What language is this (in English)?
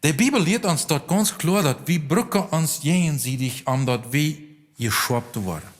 Plautdietsch